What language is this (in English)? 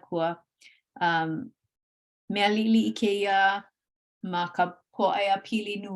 Hawaiian